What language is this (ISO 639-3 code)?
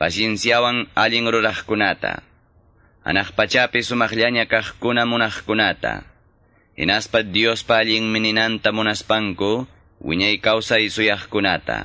que